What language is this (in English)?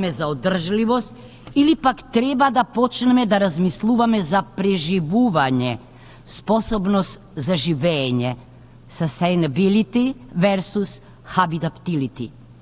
Macedonian